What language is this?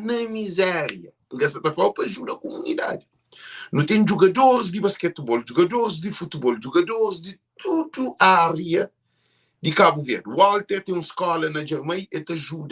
Kabuverdianu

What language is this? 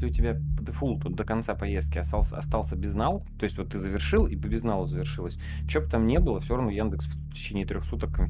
Russian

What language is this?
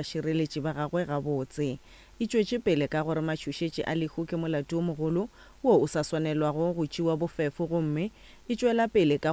Northern Sotho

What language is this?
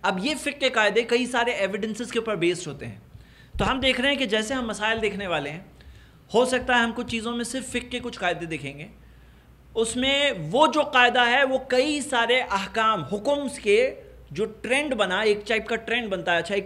Urdu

